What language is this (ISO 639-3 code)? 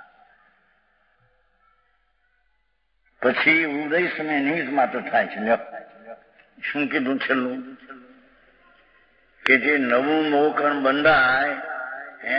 guj